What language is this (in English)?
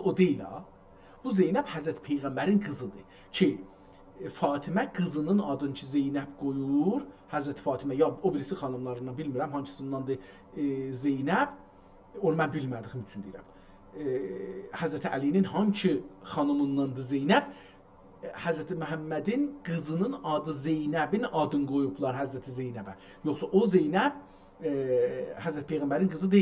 South Azerbaijani